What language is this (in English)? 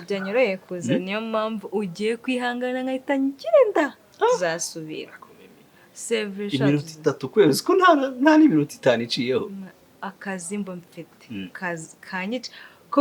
Kinyarwanda